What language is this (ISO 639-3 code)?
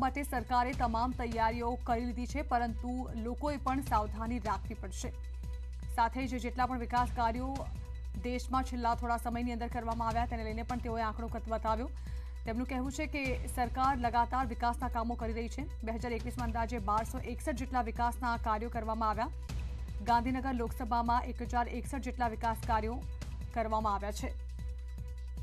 guj